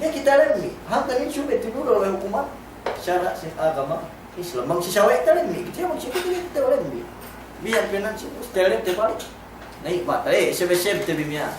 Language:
Yakan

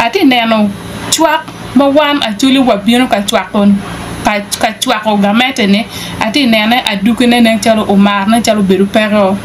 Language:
Acoli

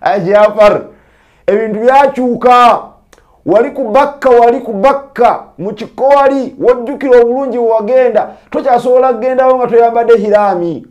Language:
Ganda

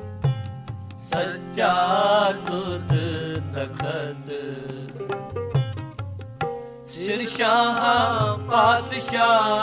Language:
Punjabi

